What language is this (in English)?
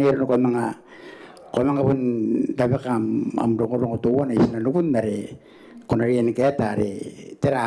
Gilbertese